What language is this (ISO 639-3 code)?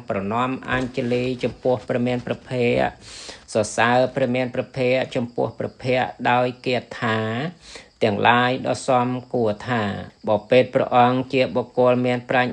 khm